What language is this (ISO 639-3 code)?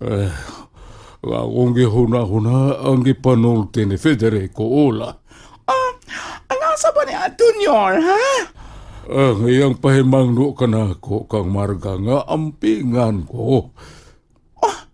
ceb